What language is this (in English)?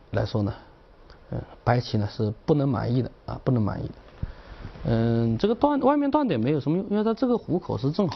Chinese